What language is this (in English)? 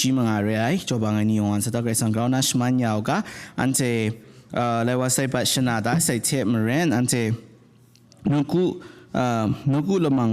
Kachin